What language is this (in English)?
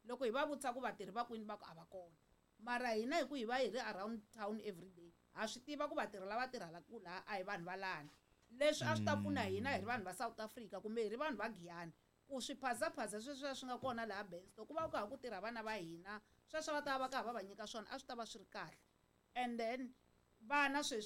Tsonga